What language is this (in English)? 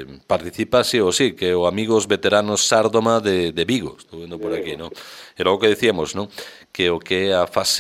Galician